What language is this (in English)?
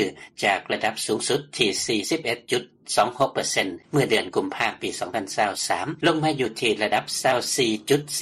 Lao